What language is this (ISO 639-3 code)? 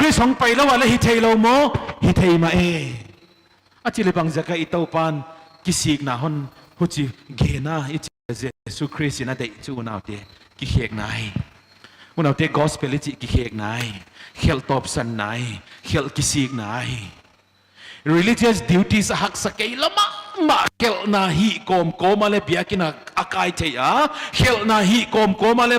pck